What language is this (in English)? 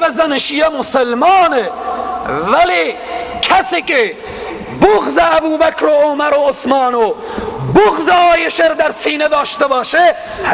Persian